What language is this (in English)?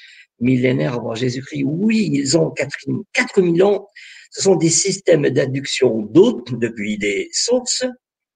French